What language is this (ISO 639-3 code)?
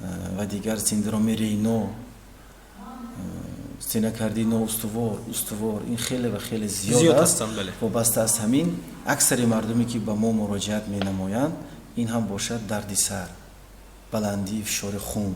tgk